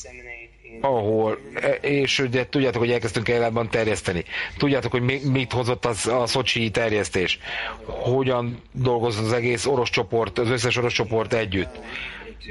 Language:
Hungarian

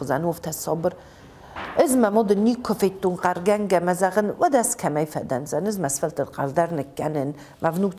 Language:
Ossetic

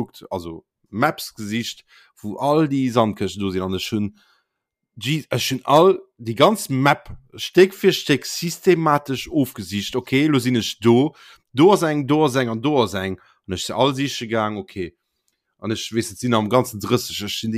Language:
Luxembourgish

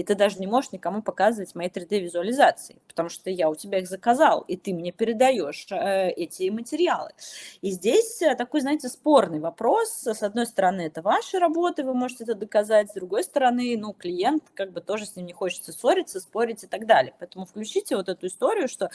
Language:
Russian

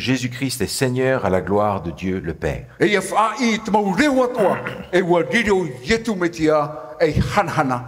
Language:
Tahitian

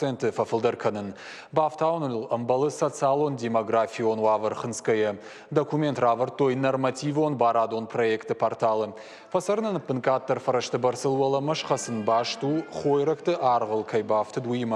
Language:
Ossetic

